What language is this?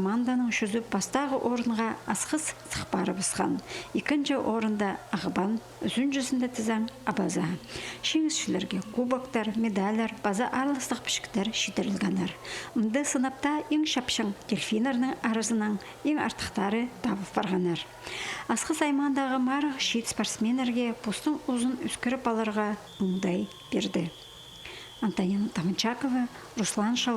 Khakas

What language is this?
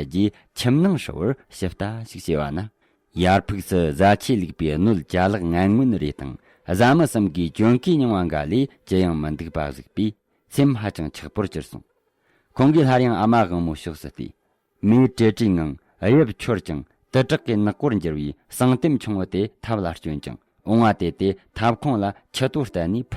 Tibetan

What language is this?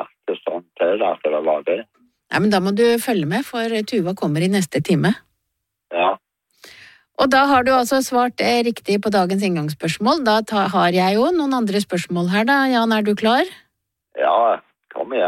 Norwegian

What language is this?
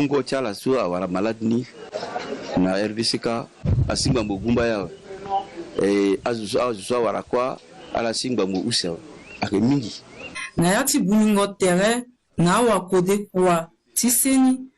Sango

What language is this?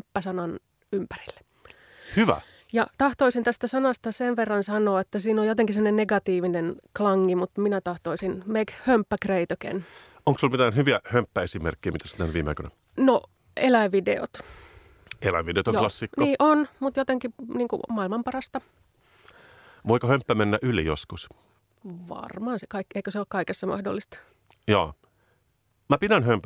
Finnish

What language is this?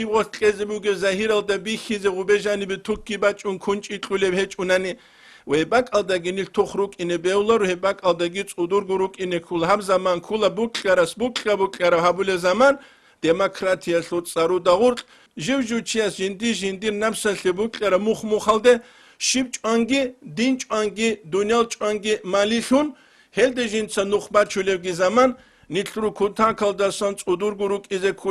Avaric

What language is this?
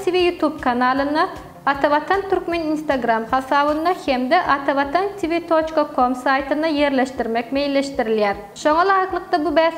Turkmen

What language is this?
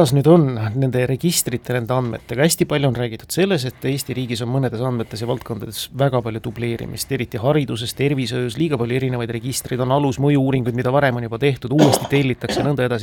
Estonian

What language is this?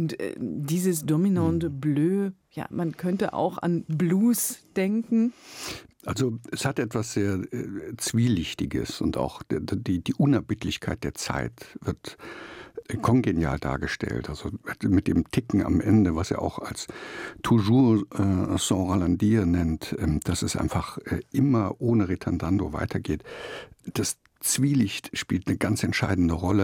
German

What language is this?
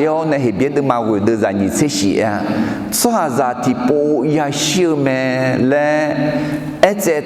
Akha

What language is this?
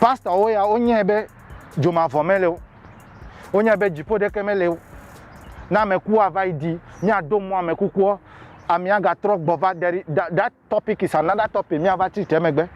Ewe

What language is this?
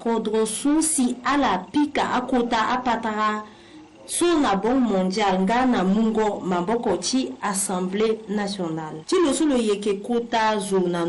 Sango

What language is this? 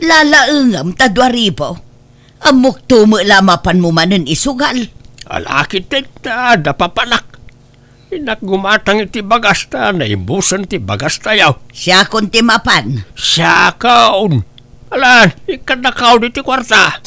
Iloko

